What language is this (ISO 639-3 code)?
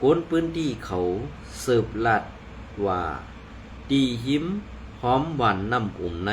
shn